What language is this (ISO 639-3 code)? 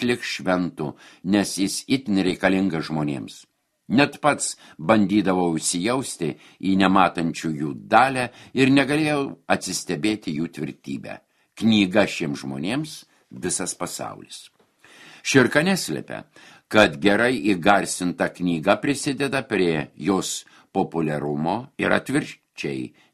lit